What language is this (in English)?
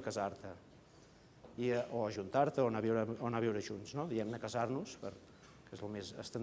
Catalan